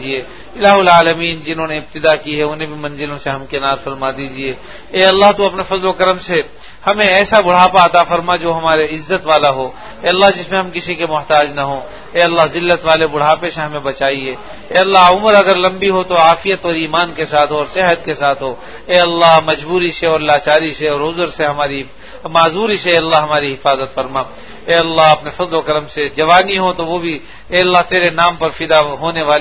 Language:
Urdu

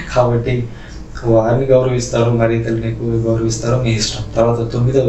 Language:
Telugu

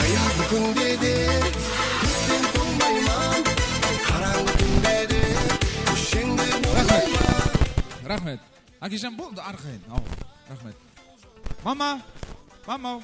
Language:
Kara-Kalpak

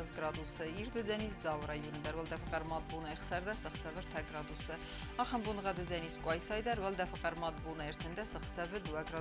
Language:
Ossetic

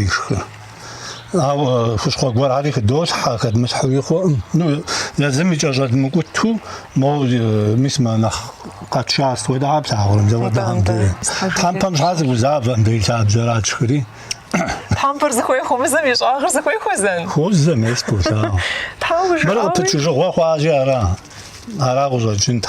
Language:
Kabardian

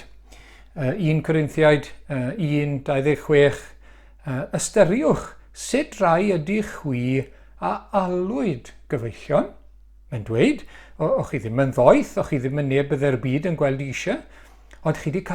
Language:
Welsh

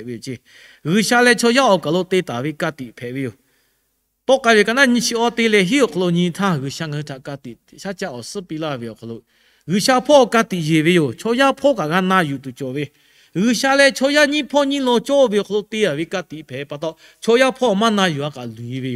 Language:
Lahu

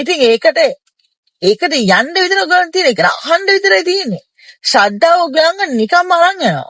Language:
Sinhala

